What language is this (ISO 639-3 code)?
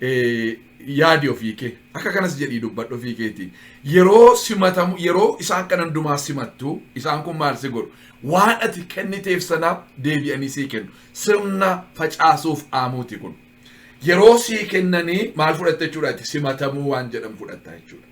orm